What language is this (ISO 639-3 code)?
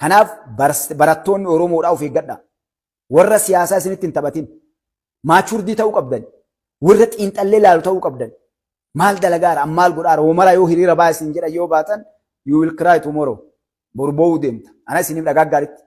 orm